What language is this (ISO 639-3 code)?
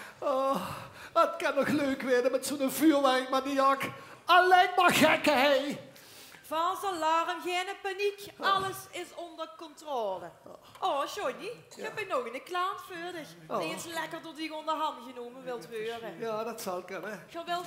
lim